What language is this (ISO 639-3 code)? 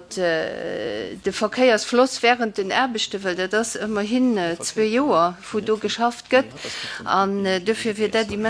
ltz